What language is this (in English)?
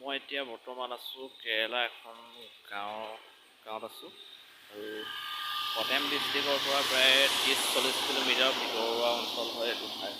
Assamese